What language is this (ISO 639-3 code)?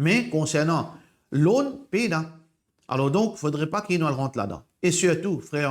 mfe